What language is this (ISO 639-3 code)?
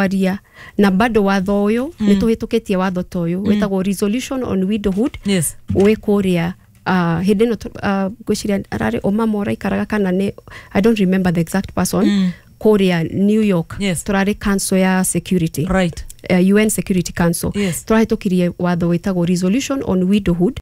kik